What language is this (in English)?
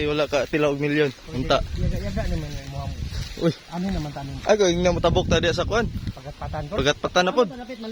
Cebuano